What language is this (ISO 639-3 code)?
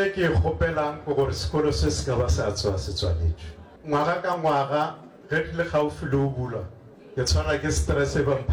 nso